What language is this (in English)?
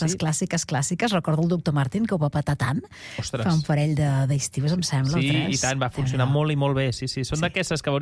Catalan